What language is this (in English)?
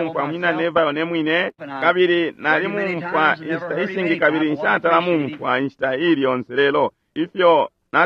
Bemba